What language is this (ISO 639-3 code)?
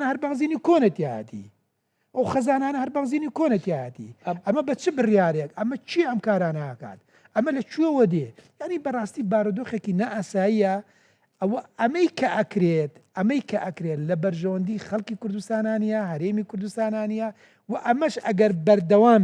ckb